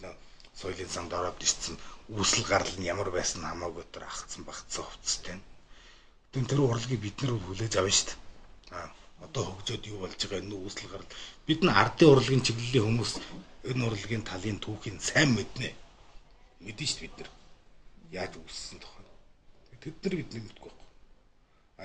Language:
Mongolian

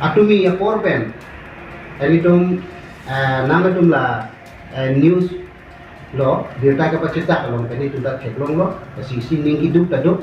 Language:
Karbi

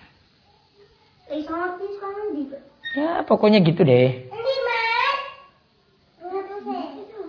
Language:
Indonesian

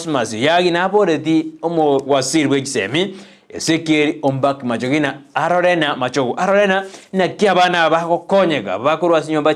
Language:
Gusii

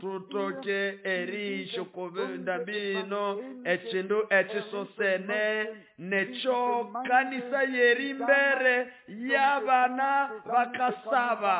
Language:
Nande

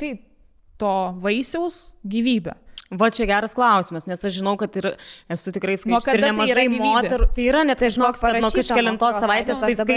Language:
Lithuanian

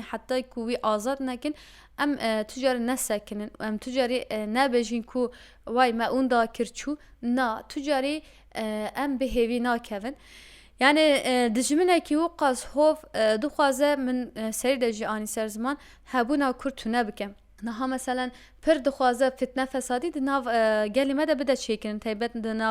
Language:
Kurdish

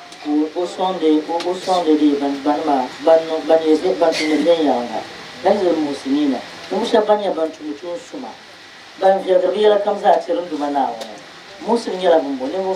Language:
Dagbani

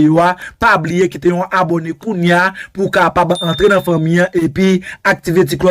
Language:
Haitian Creole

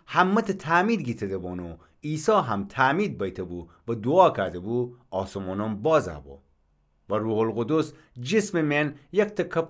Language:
Gilaki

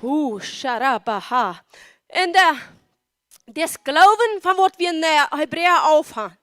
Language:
Plautdietsch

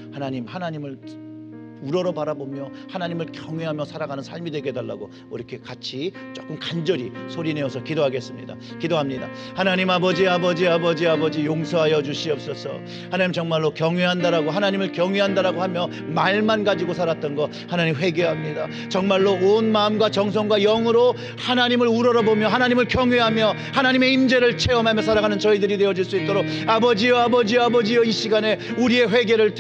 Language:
Korean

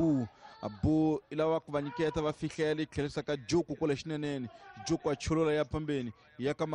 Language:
Tsonga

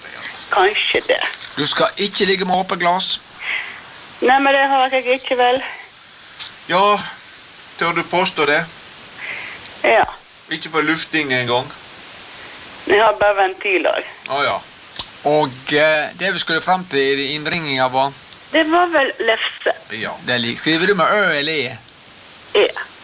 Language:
Norwegian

